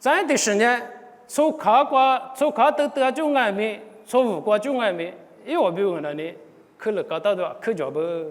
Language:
Lisu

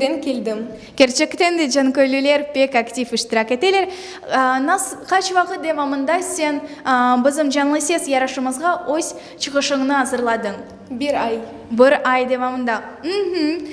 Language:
Crimean Tatar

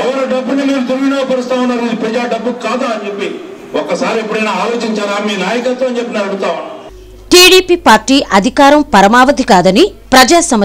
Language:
Telugu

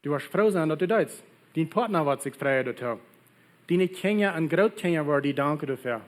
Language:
Plautdietsch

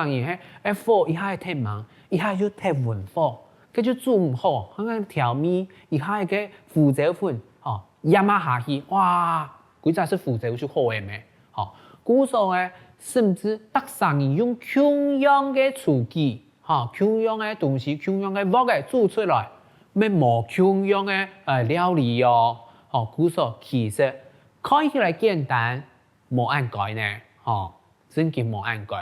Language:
Hakka Chinese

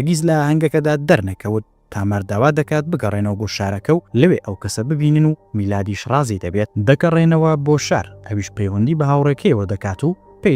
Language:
Central Kurdish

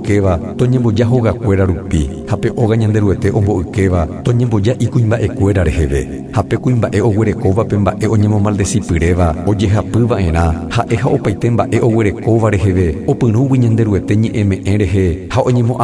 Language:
Guarani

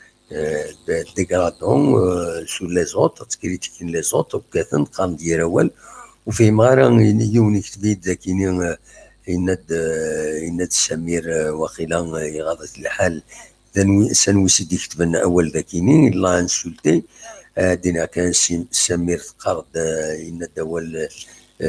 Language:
Kabyle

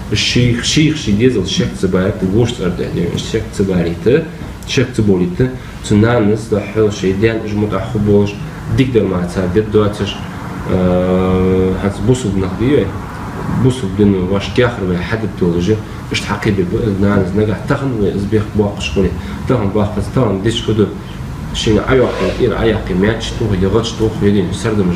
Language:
Ingush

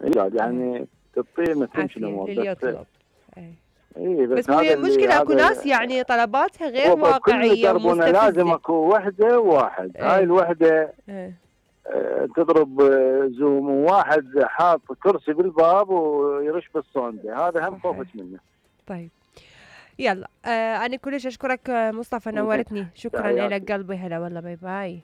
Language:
Mesopotamian Arabic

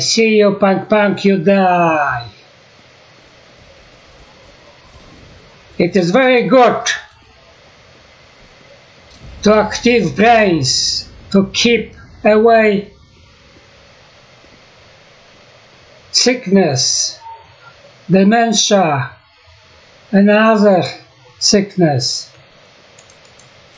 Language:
English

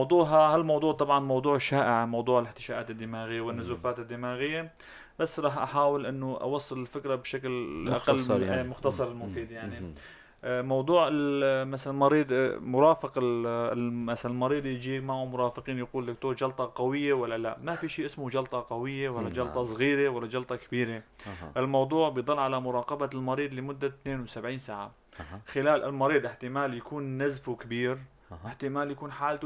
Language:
North Levantine Arabic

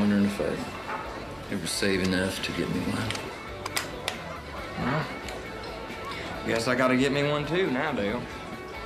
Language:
English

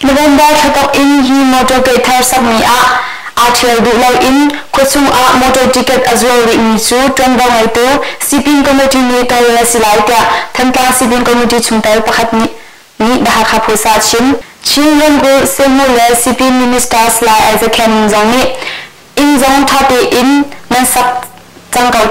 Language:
Hakha Chin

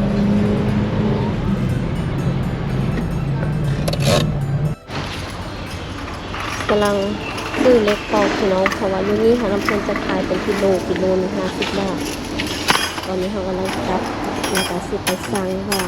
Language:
Lao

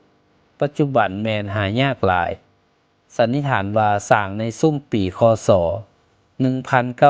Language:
Lao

